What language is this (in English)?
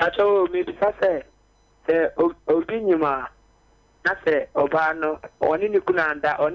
Akan